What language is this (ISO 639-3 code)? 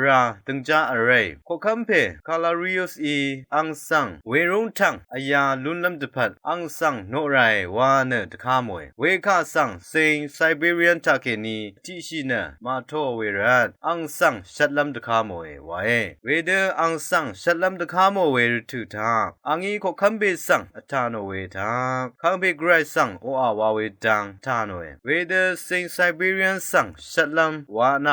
raw